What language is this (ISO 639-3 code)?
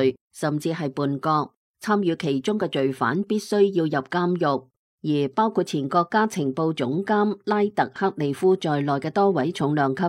yue